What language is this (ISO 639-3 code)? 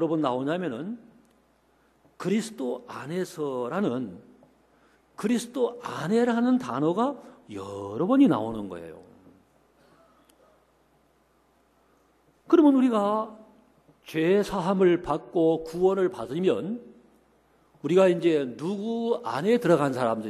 kor